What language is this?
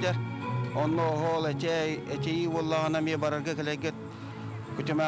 Yakut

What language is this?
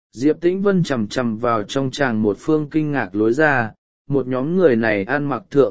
Vietnamese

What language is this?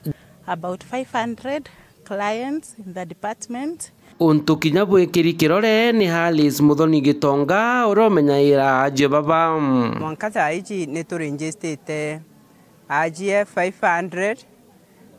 Meru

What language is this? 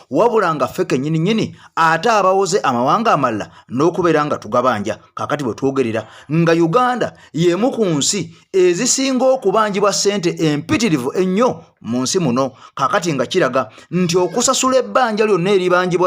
Ganda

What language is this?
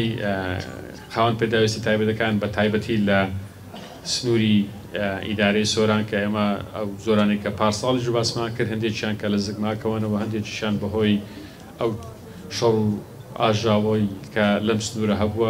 Central Kurdish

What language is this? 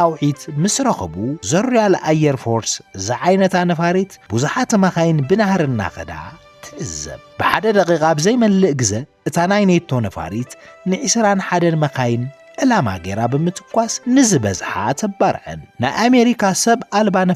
Tigrinya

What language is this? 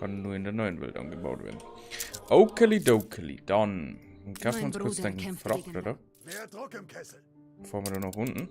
Bavarian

